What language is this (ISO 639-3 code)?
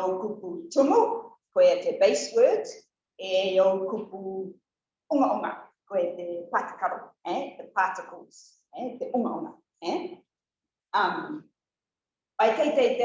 rar